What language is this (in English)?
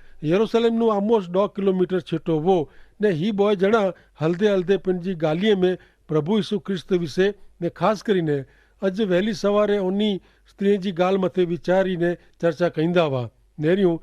Kachhi